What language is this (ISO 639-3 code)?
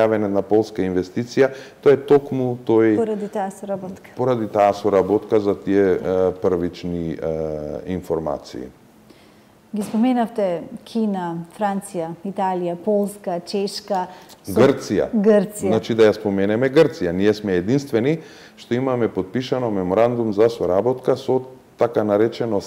mkd